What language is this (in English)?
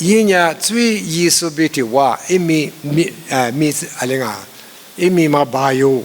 Lisu